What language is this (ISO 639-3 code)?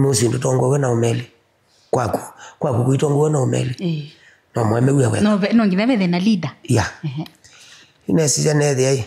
kam